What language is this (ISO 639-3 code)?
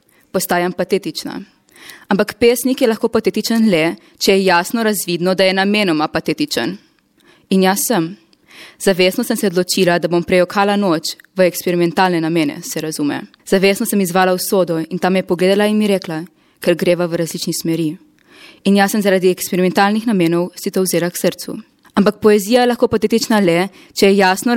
slv